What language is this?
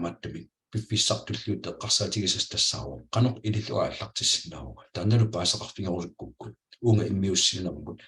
Kalaallisut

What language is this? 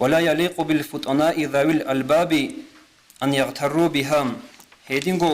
Avaric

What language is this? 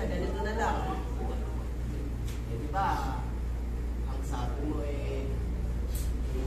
Filipino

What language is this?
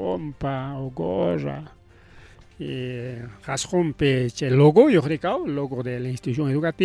Ayacucho Quechua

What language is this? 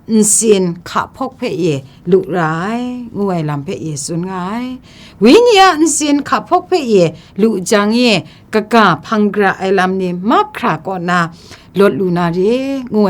Kachin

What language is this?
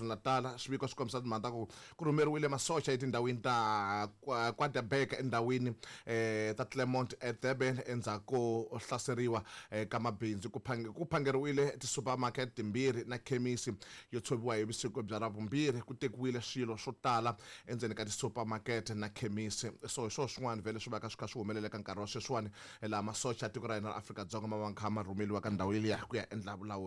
Tsonga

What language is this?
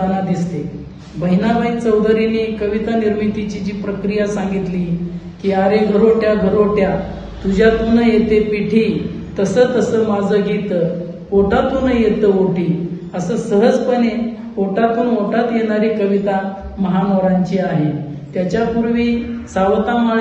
Marathi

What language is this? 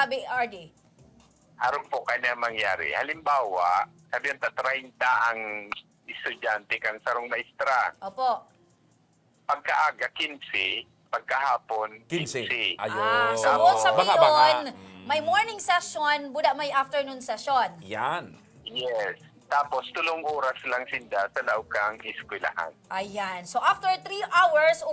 Bikol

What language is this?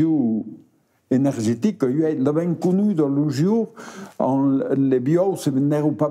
Occitan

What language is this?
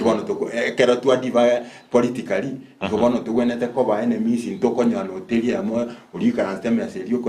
Gusii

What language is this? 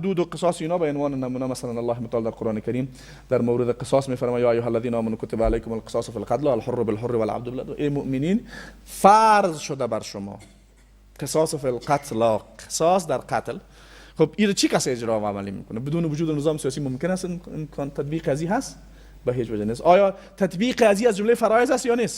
Persian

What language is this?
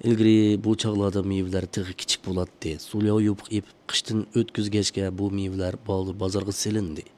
Uyghur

